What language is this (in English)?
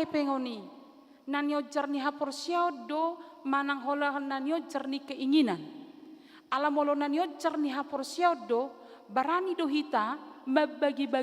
Batak Toba